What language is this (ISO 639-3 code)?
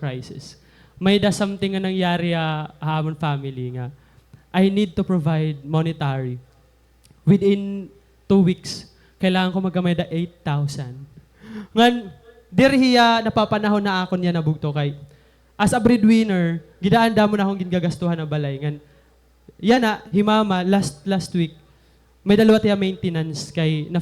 war